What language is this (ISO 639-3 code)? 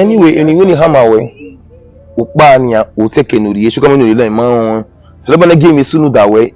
bin